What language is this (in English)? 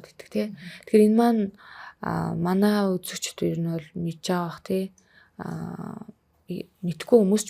Mongolian